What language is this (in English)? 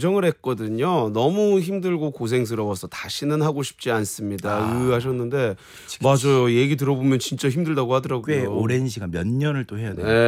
Korean